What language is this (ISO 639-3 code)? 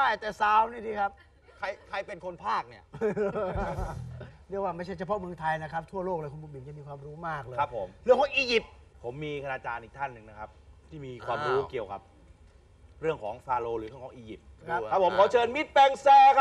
tha